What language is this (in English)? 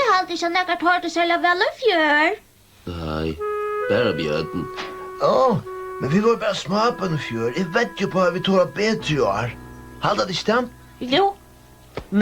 Faroese